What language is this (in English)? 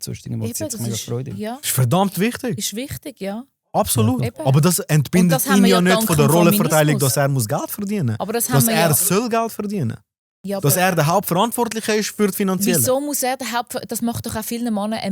Swiss German